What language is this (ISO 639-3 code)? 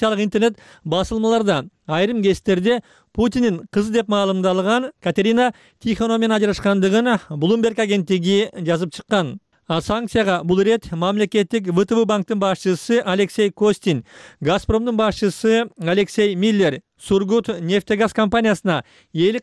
kir